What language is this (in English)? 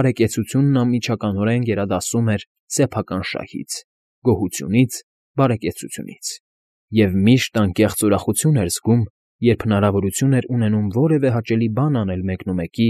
Armenian